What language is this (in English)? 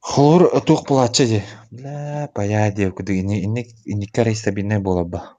Yakut